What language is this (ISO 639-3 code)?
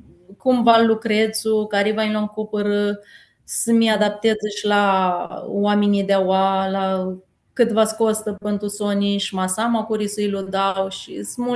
rup